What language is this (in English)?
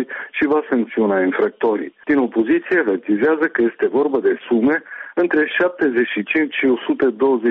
Romanian